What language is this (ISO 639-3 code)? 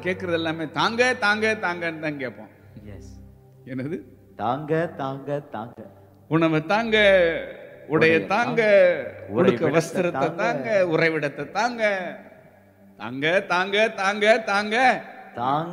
tam